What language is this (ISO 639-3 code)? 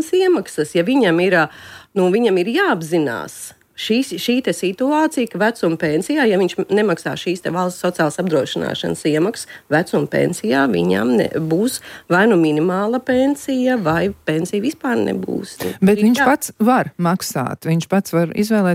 lav